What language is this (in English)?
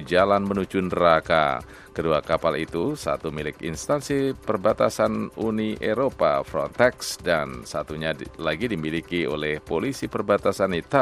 Indonesian